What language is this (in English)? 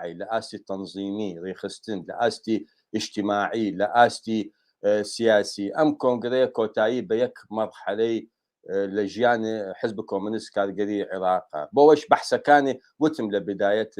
Central Kurdish